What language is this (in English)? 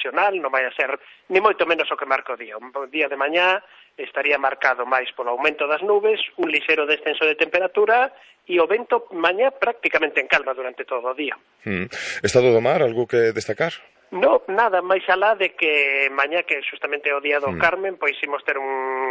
Galician